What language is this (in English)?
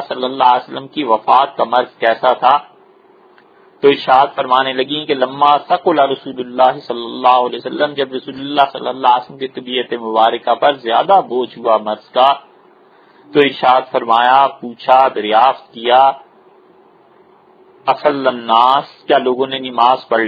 Urdu